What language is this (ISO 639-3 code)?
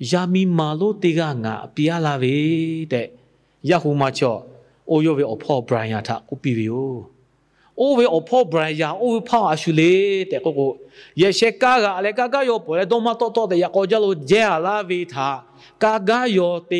lhu